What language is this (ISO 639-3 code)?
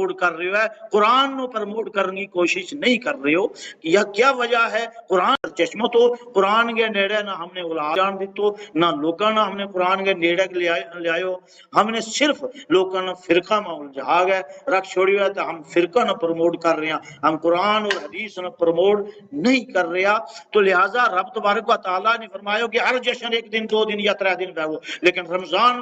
gju